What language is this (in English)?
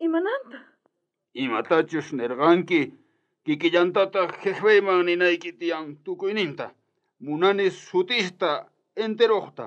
South Bolivian Quechua